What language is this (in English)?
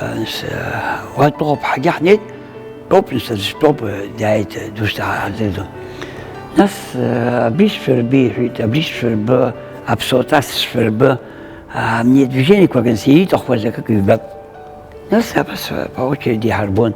Abkhazian